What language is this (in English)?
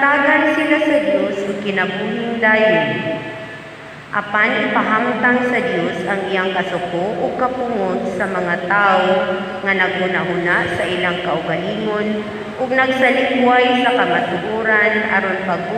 Cebuano